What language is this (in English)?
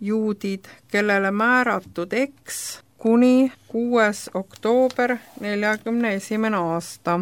Estonian